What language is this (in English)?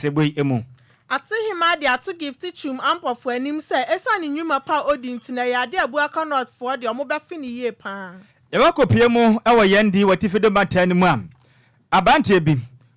Akan